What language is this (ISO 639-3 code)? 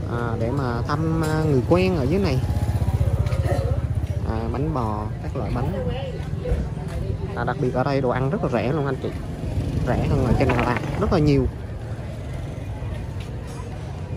vie